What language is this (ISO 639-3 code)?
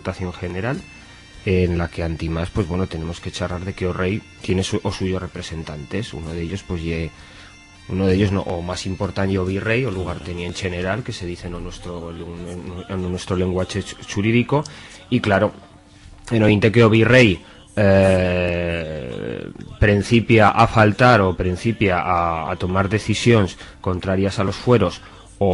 arg